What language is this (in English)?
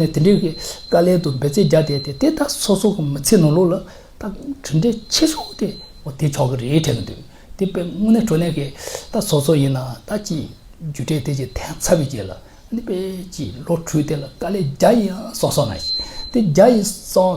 Tibetan